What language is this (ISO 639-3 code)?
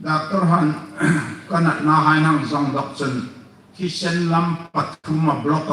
hmr